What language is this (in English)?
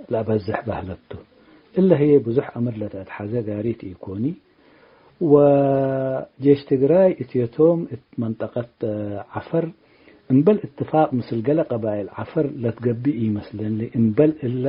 Tigre